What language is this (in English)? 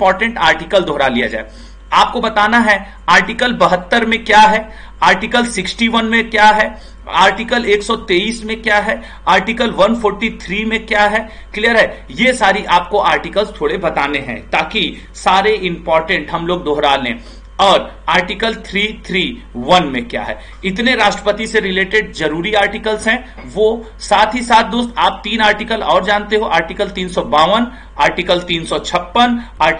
Hindi